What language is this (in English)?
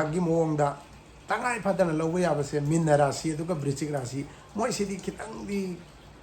Manipuri